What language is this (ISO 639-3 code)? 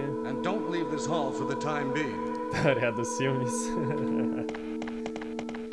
por